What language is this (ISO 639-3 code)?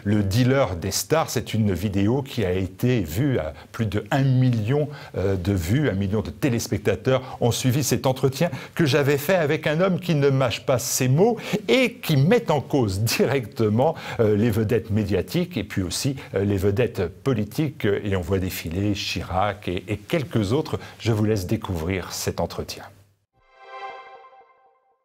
fra